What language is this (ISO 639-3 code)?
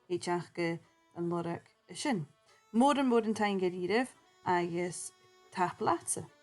gla